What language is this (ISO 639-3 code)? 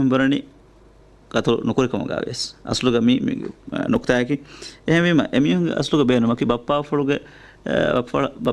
div